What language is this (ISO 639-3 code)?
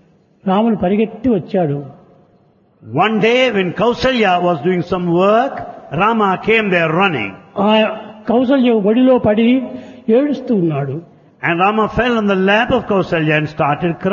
tel